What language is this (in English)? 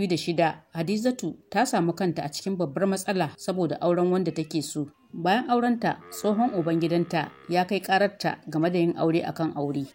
Hausa